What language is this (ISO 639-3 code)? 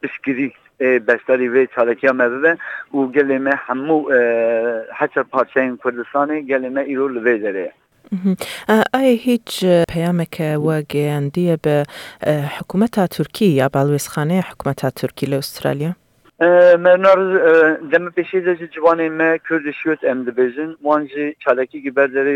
kur